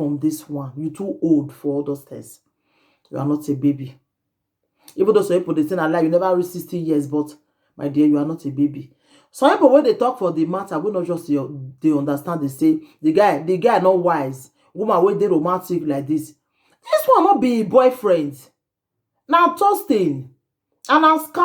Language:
Nigerian Pidgin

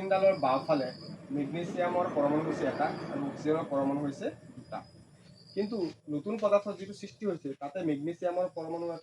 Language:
Assamese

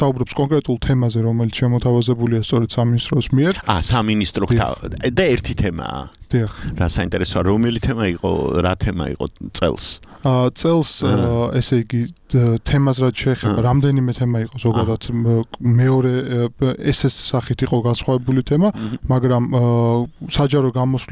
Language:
Georgian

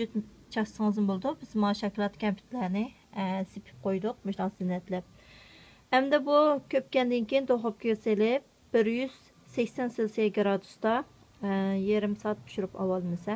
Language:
Uyghur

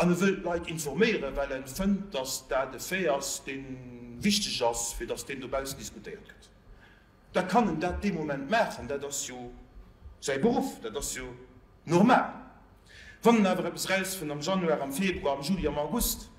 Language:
Luxembourgish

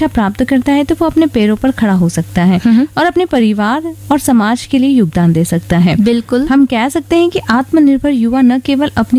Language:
Hindi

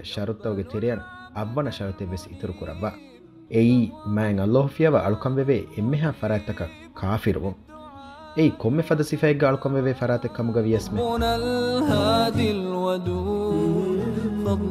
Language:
Divehi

